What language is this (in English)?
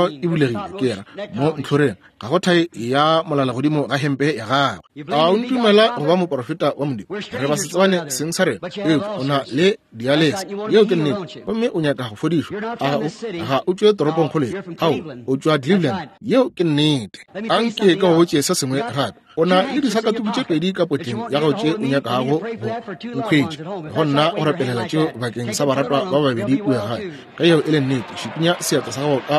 Northern Sotho